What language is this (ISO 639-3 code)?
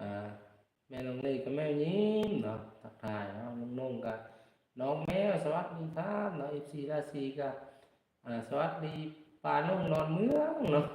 lao